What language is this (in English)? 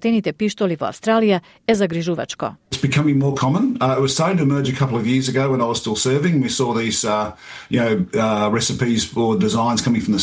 Macedonian